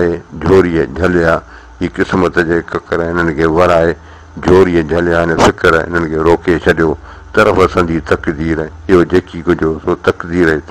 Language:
Sindhi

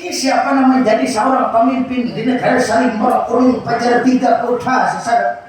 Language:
Banjar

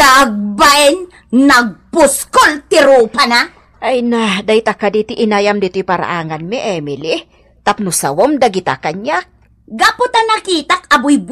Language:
Iloko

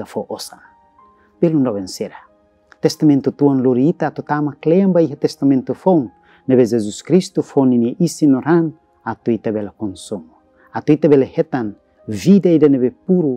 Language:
Tetum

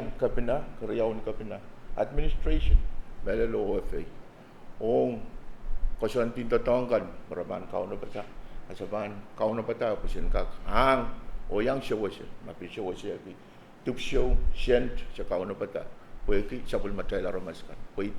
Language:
Pohnpeian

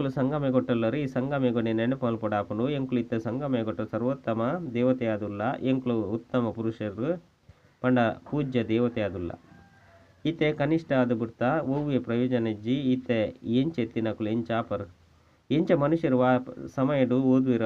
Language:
Tulu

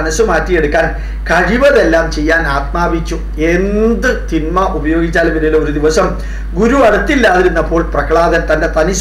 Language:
Malayalam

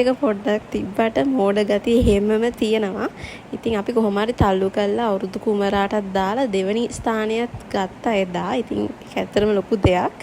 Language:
Sinhala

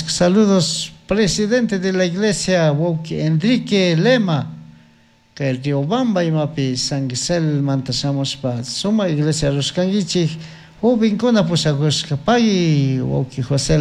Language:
Chimborazo Highland Quichua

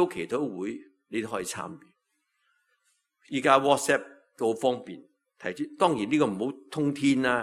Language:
Cantonese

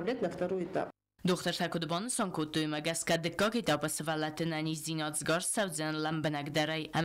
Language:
Ossetic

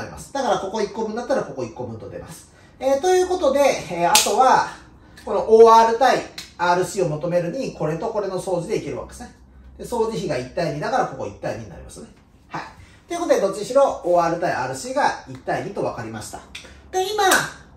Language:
Japanese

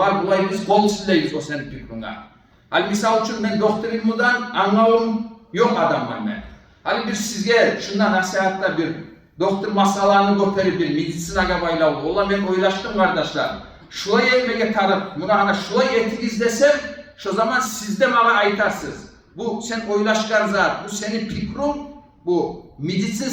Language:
Kumyk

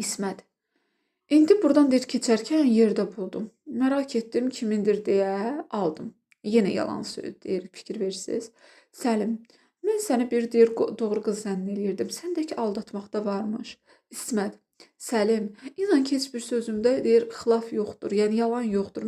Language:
Azerbaijani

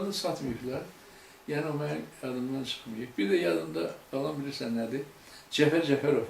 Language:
Azerbaijani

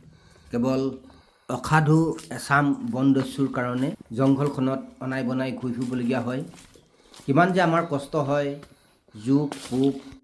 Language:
Assamese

